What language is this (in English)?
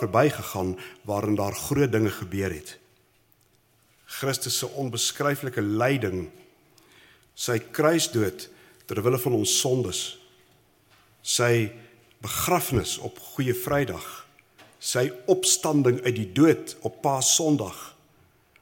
Afrikaans